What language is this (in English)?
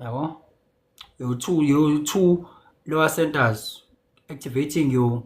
Zulu